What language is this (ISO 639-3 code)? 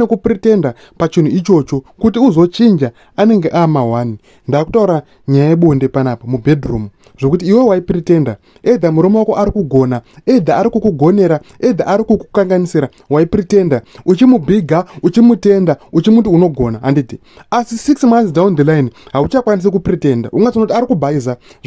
sna